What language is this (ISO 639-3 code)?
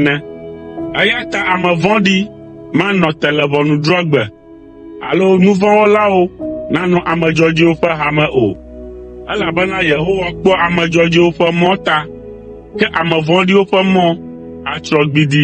ewe